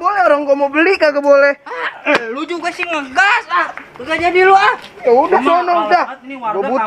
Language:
Betawi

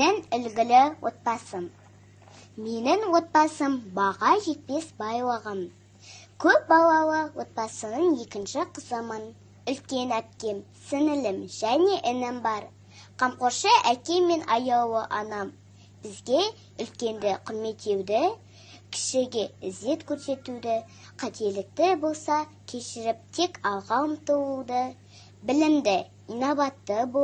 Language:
Kazakh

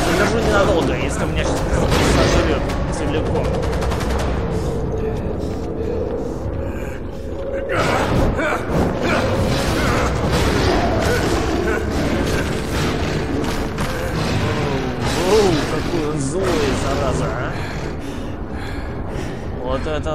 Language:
Russian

